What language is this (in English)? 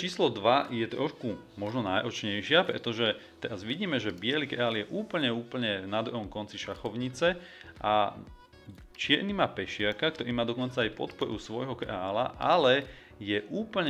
Slovak